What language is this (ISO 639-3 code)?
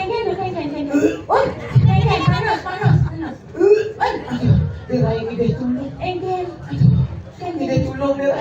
ban